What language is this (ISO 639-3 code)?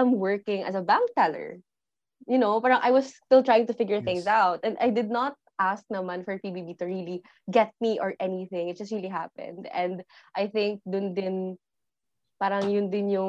fil